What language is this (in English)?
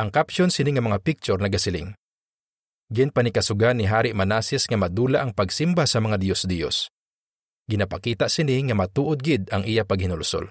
Hiligaynon